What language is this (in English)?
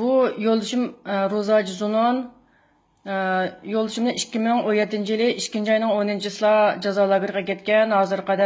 Uyghur